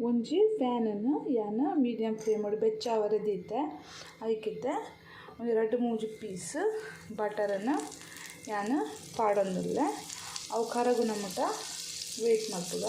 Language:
Tulu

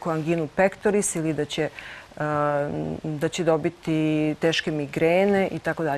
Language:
Serbian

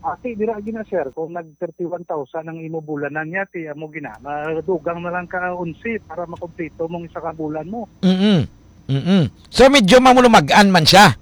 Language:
Hiligaynon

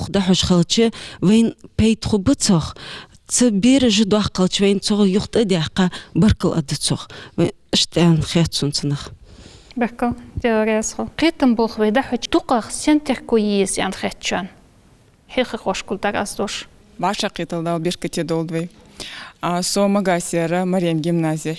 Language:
Ingush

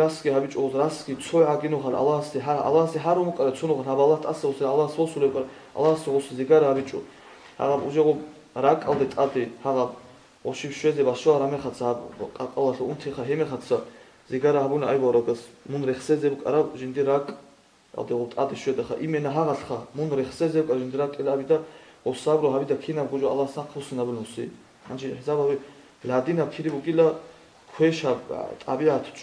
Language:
Avaric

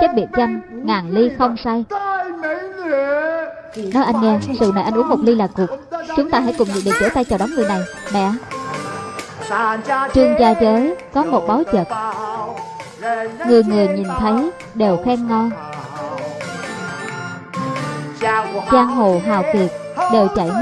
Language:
Vietnamese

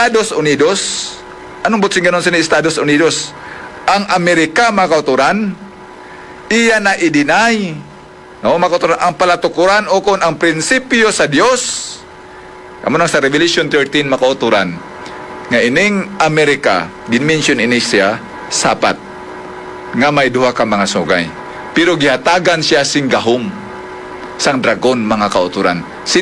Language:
Hiligaynon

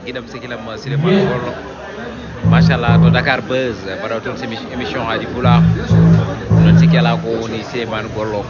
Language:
Fula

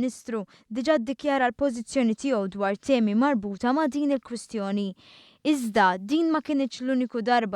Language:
Maltese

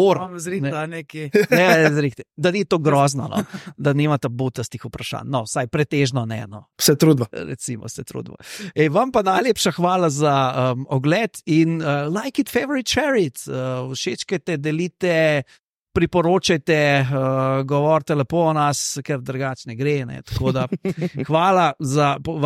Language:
Slovenian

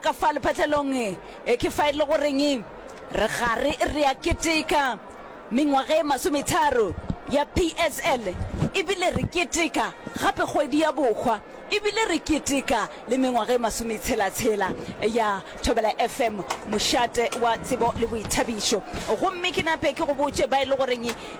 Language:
Northern Sotho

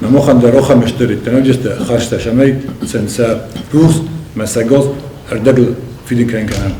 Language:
Ossetic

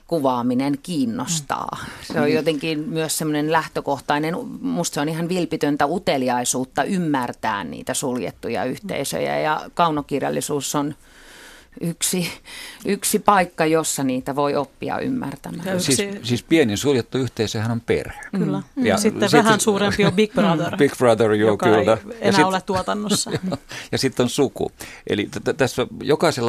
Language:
Finnish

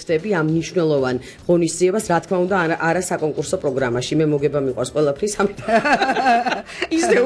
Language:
Georgian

